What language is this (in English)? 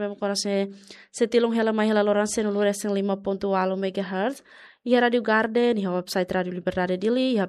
Tetum